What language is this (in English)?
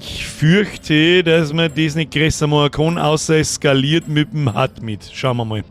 Bavarian